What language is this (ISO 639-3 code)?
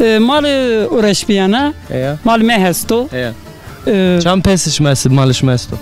zza